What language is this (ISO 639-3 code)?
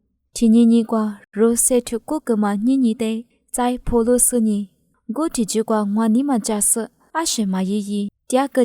lis